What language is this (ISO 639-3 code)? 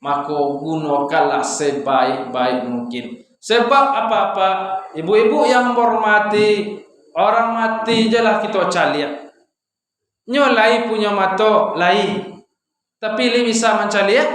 min